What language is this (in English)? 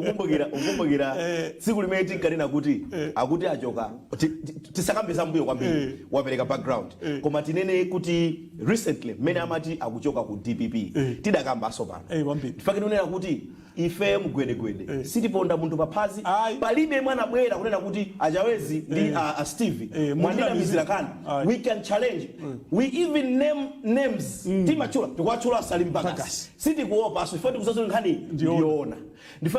Nyanja